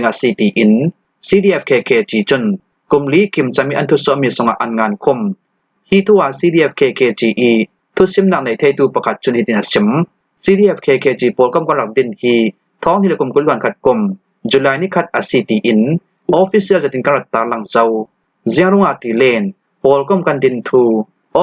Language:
Falam Chin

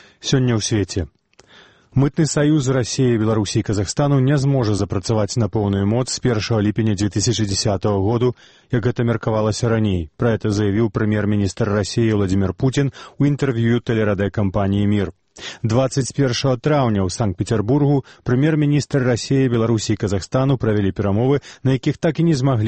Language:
Belarusian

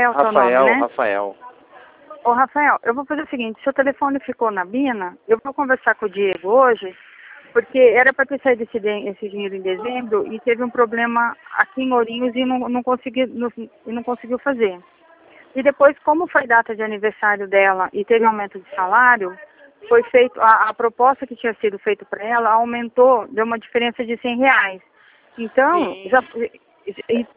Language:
Portuguese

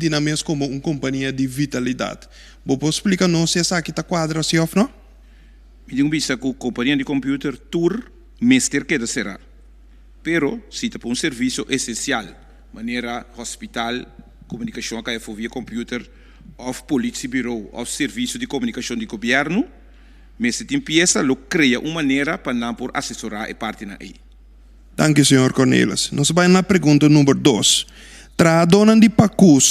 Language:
Papiamento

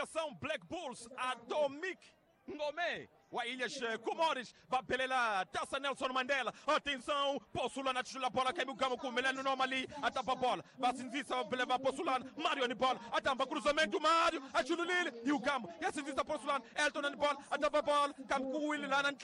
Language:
Tsonga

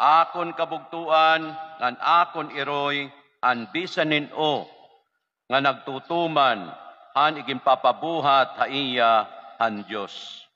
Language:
Waray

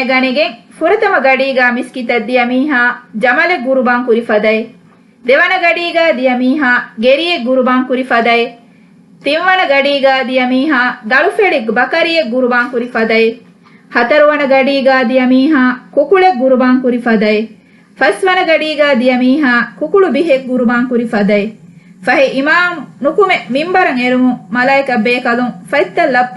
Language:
Divehi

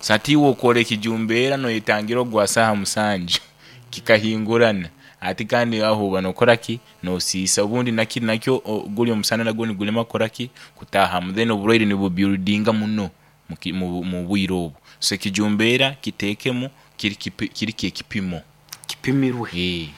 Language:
Nyoro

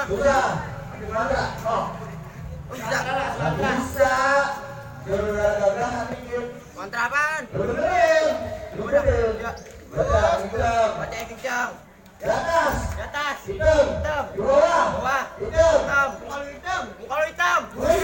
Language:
Betawi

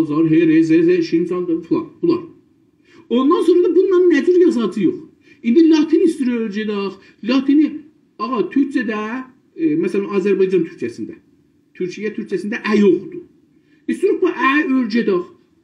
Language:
South Azerbaijani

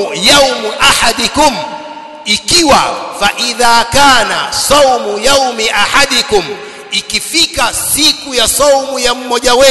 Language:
Swahili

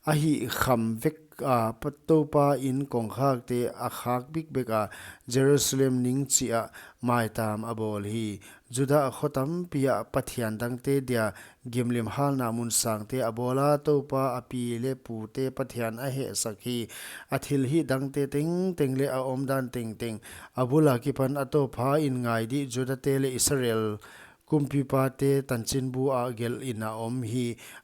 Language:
Paite Chin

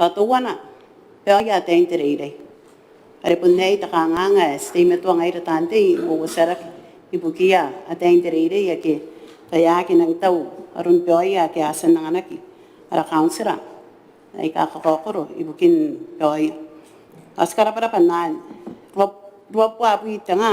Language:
Gilbertese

